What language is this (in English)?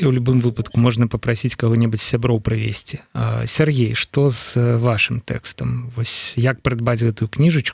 Belarusian